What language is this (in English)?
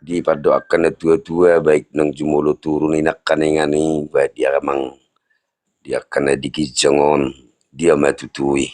Batak Toba